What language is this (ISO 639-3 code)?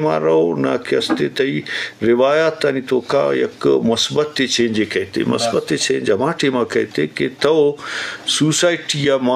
bgp